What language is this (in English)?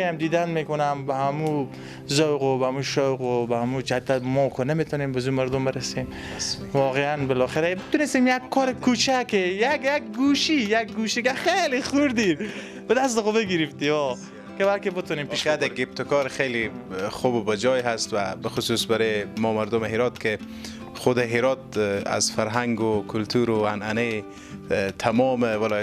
Persian